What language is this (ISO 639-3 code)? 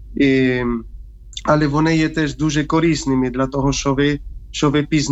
ukr